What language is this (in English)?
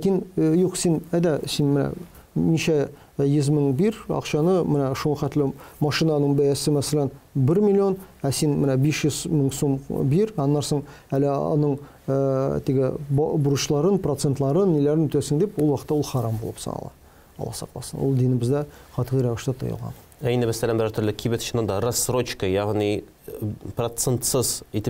Tatar